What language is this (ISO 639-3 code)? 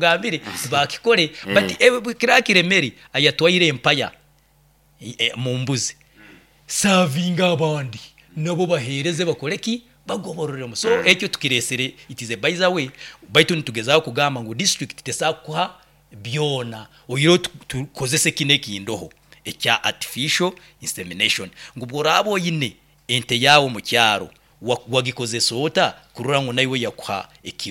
nyo